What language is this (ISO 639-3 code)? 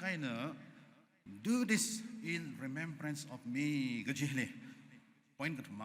nmf